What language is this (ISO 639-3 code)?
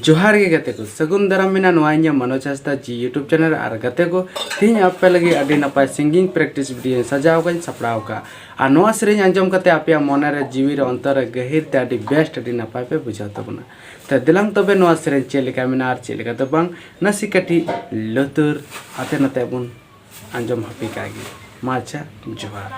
sat